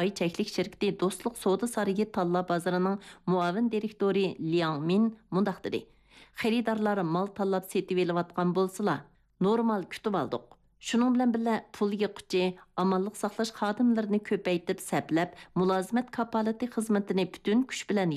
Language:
Uyghur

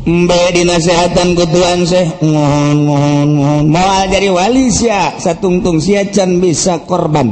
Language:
Sundanese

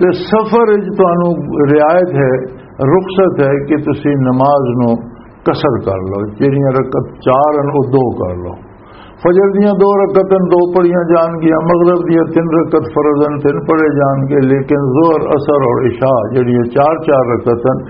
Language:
Western Panjabi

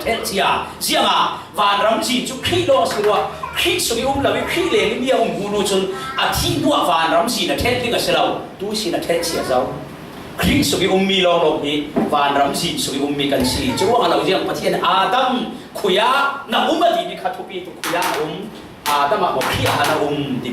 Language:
Falam Chin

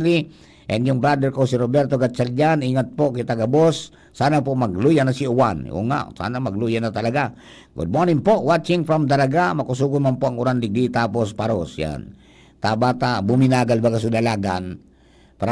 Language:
Bikol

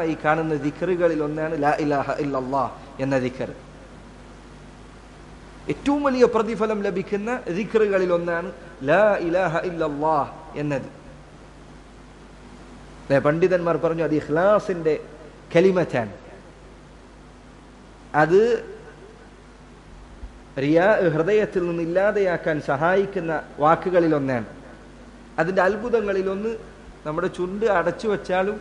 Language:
Malayalam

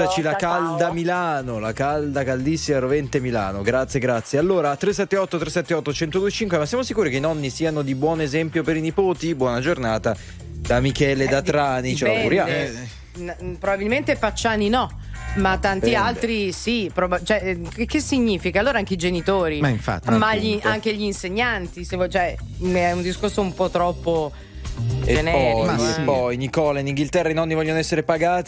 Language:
Italian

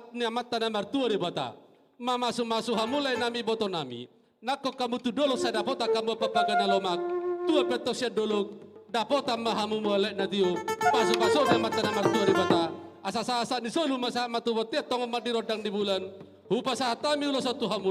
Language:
Batak Toba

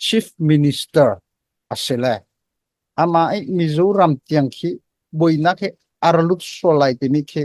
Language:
Hakha Chin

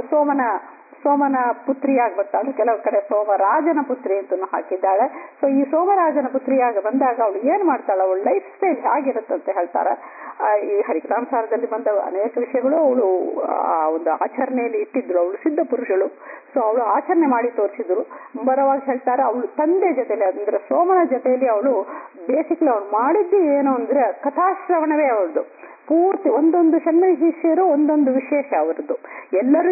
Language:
Kannada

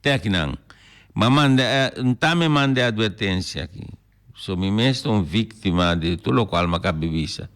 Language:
Papiamento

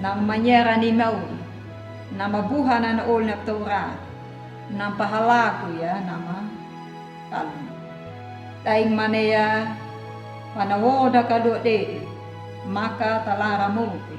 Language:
Anakalangu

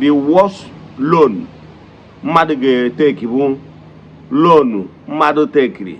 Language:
Igbo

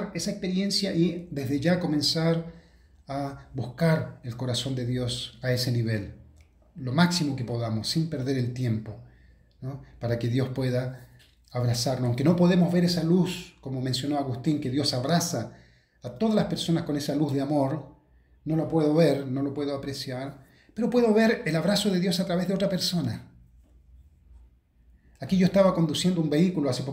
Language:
Spanish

